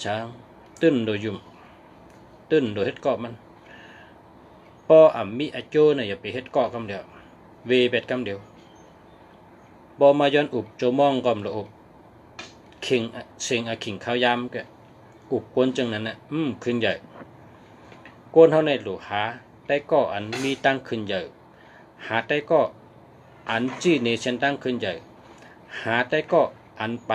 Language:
Shan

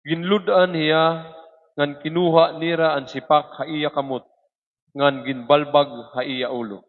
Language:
Waray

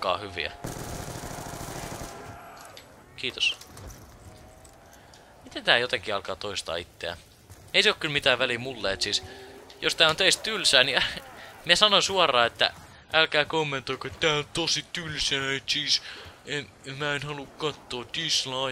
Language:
Finnish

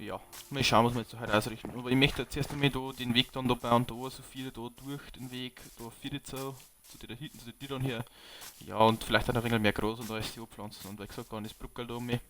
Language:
Bavarian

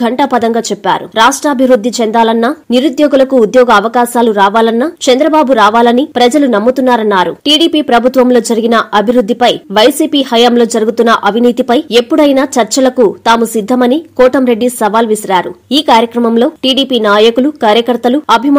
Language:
Telugu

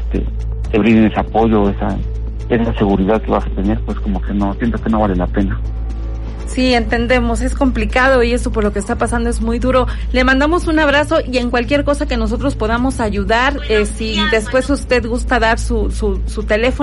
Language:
Spanish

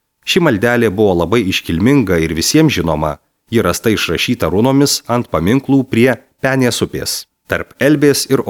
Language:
Lithuanian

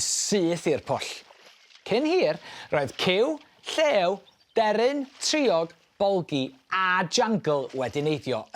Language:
Welsh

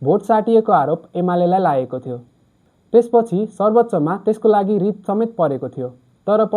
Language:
Nepali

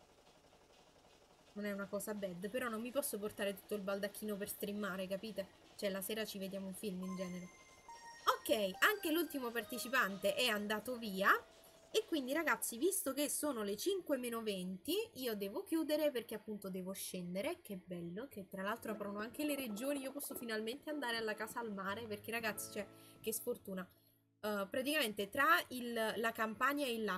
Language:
Italian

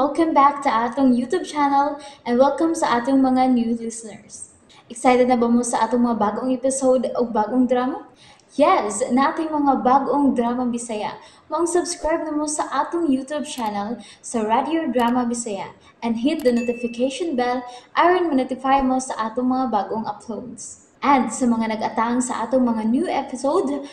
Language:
Cebuano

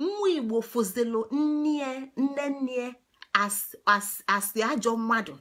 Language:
Igbo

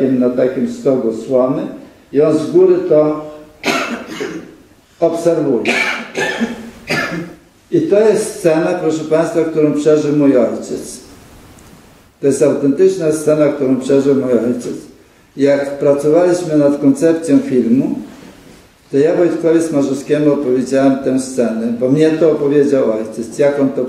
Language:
Polish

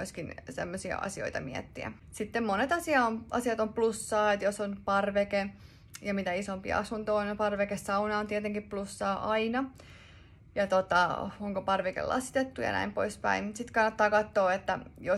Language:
Finnish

